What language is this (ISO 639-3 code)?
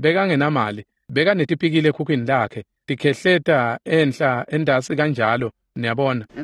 ssw